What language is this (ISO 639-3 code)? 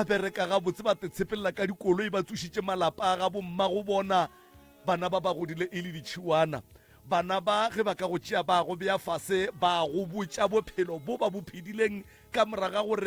nso